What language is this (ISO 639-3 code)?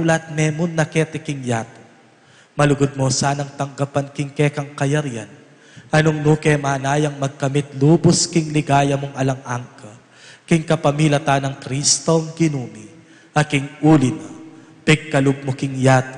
pam